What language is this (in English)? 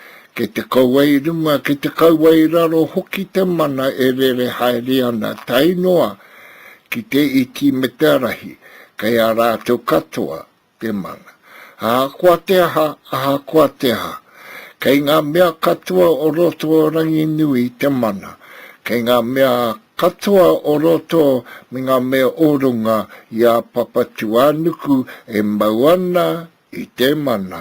Māori